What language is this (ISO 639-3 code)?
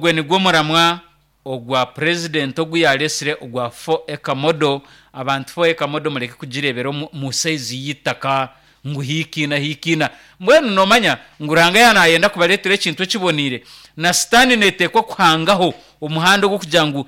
nyn